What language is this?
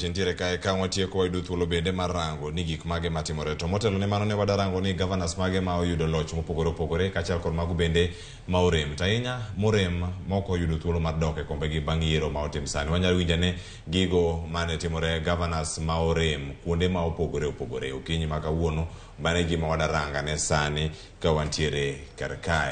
Luo (Kenya and Tanzania)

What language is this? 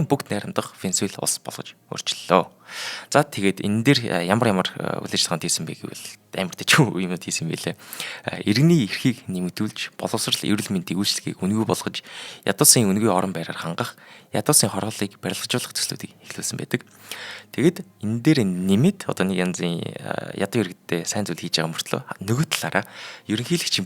Mongolian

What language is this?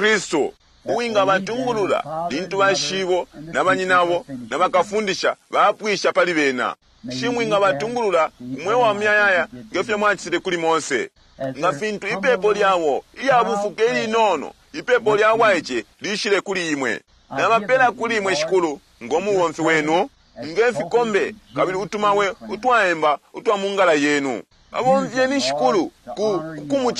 Bemba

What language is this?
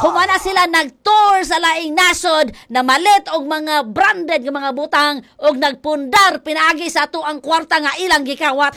Cebuano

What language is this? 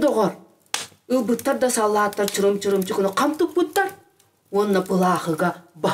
Yakut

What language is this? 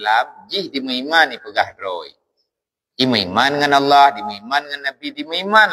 Achinese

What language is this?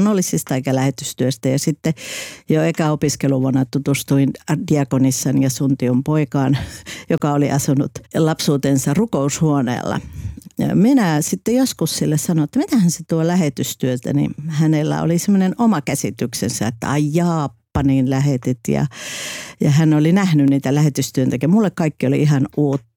Finnish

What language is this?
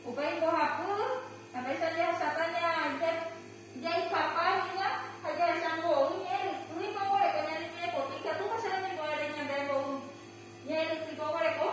Guarani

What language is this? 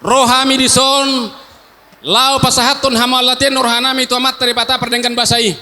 Batak Toba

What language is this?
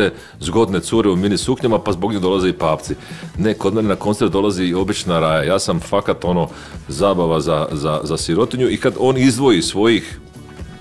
Croatian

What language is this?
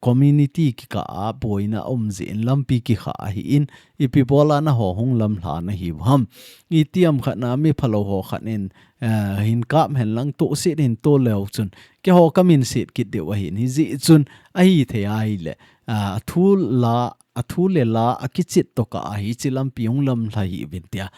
Thado Chin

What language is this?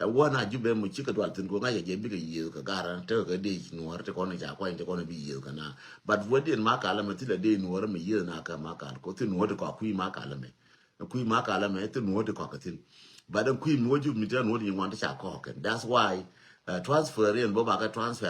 Nuer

